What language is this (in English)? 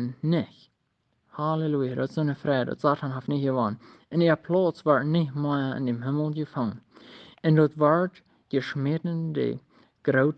Plautdietsch